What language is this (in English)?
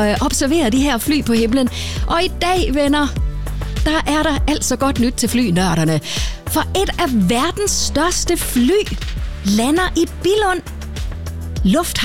Danish